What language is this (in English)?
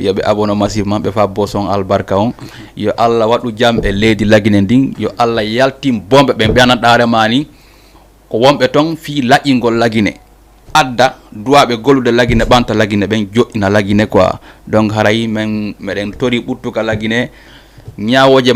Fula